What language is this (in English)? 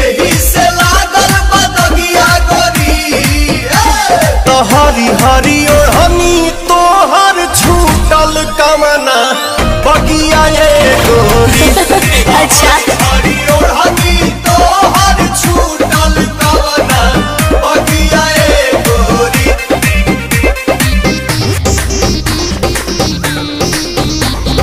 Bhojpuri